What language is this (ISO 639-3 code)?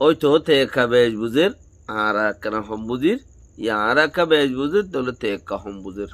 rhg